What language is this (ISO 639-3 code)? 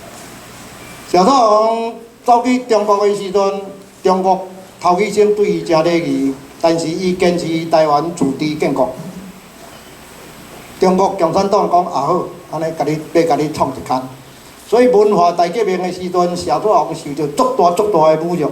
nan